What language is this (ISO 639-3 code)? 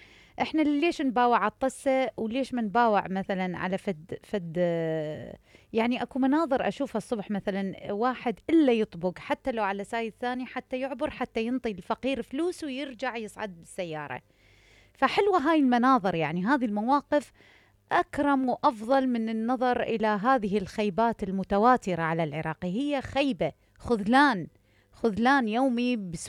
acm